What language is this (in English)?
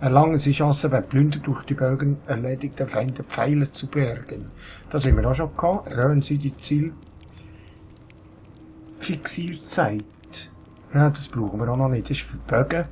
Swiss German